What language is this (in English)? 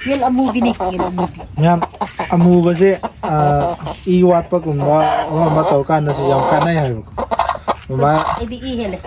Manipuri